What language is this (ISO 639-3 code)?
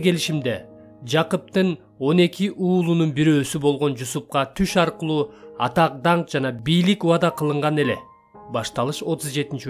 kir